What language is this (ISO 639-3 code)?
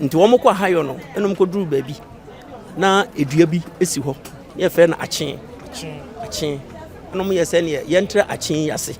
aka